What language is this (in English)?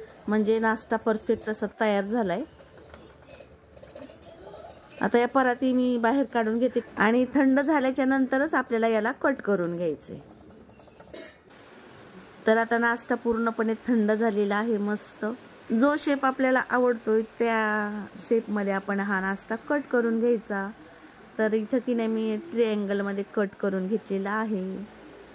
Marathi